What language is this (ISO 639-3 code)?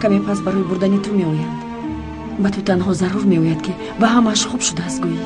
tgk